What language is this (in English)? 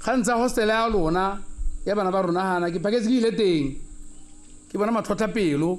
Tswana